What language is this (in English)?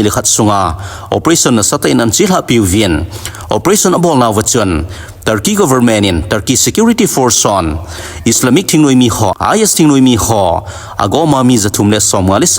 Thado Chin